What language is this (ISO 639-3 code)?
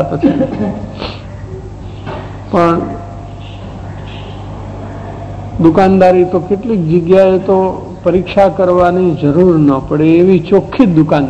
guj